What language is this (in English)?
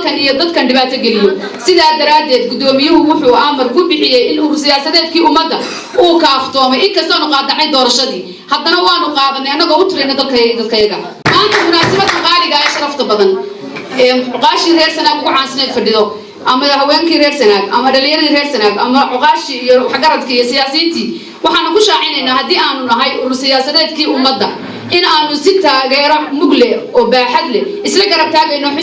Somali